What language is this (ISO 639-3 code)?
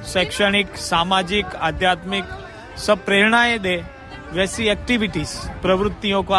hin